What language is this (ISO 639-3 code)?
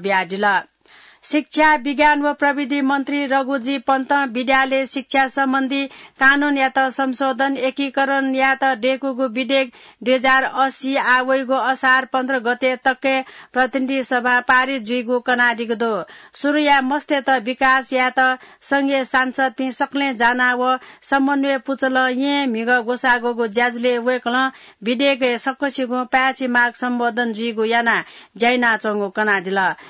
new